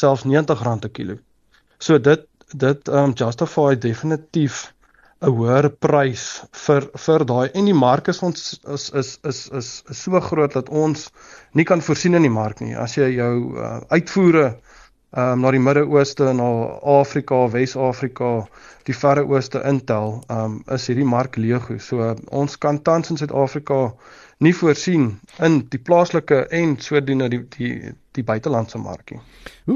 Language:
Afrikaans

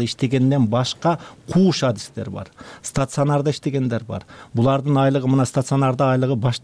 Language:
Kyrgyz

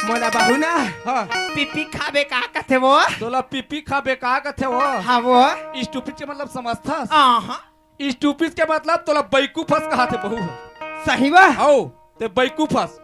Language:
Chhattisgarhi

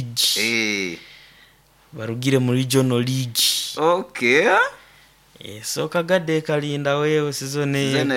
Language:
Nyoro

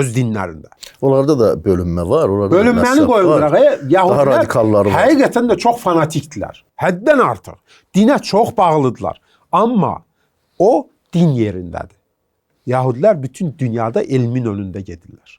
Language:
Azerbaijani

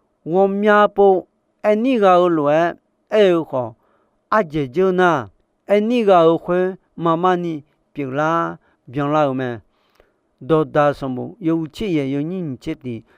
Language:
Akha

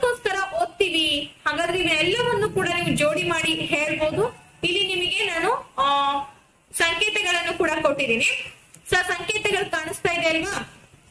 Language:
Kannada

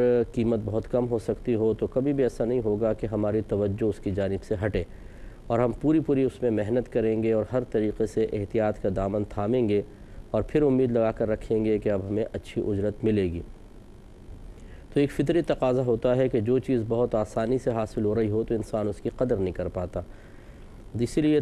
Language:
Urdu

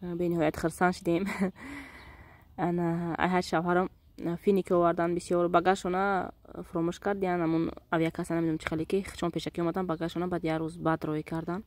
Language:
Tajik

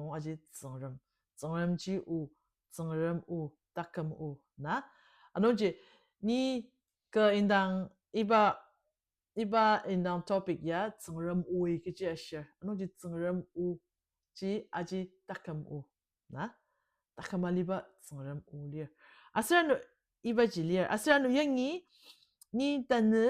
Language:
Ao Naga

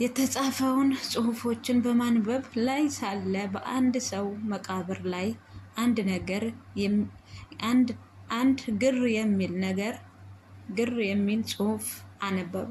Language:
Amharic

